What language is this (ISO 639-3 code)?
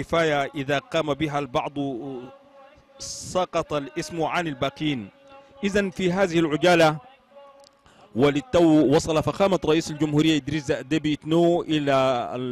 ara